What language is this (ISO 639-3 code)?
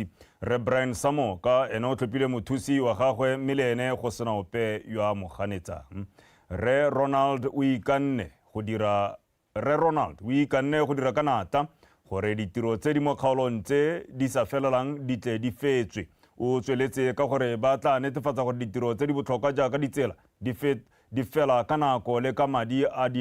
tsn